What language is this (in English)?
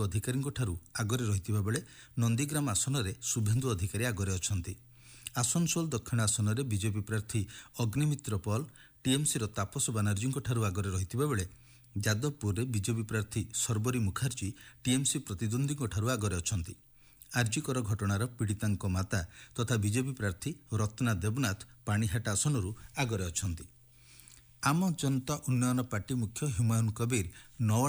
Odia